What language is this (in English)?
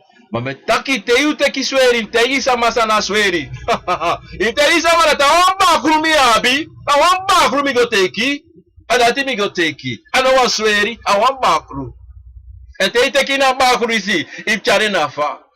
Sranan Tongo